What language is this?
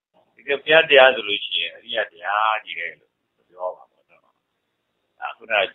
Burmese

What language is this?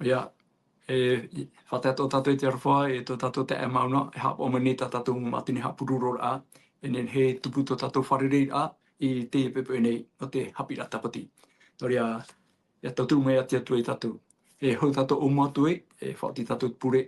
Tahitian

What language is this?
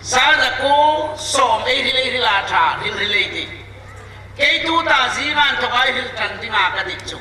Hmar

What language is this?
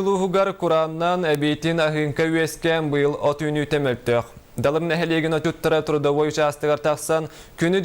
Yakut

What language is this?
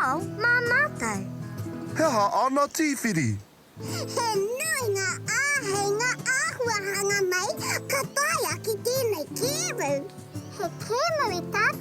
Māori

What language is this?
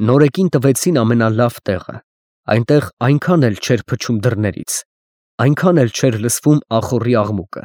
Armenian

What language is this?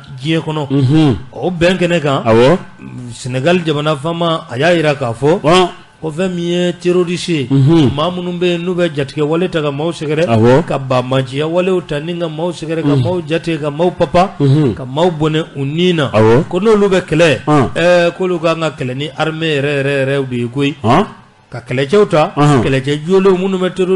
Bambara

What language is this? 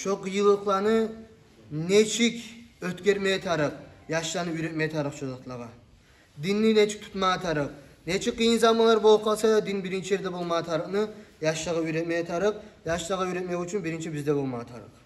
Kumyk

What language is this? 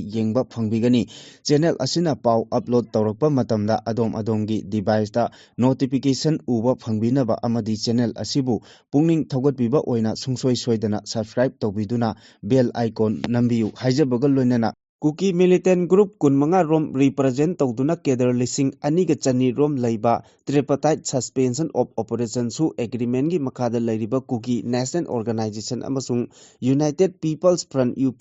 Manipuri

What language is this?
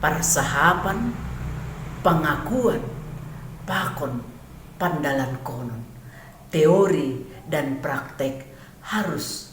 Batak Simalungun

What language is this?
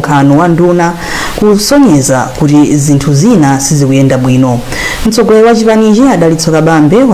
Nyanja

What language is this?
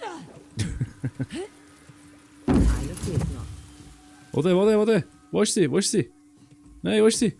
Swiss German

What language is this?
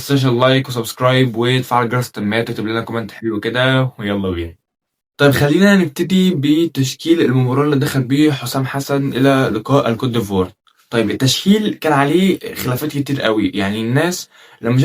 Egyptian Arabic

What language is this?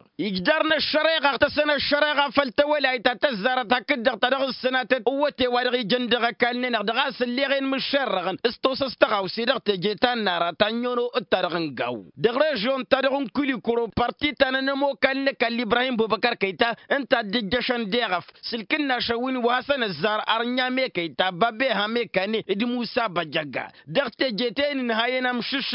Tamasheq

